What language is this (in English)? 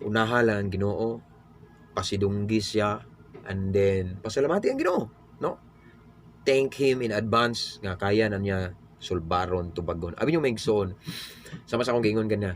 Cebuano